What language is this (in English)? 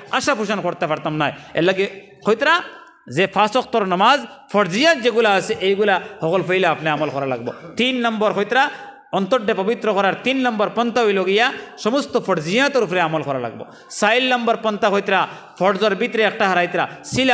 Sylheti